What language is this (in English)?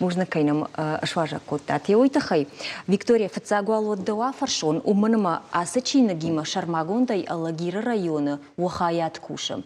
Ossetic